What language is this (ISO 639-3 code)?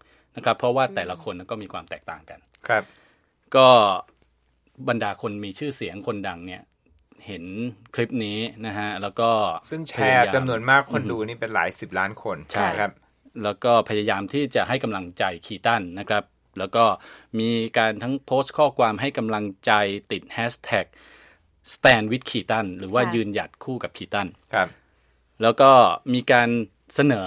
tha